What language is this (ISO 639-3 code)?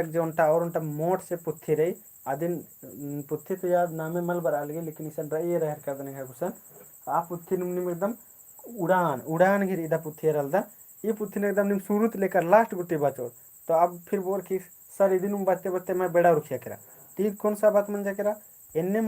kru